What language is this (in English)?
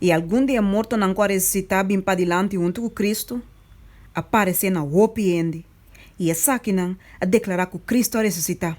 Papiamento